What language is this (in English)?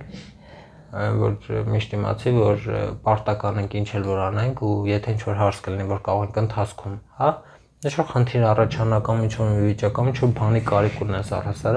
Armenian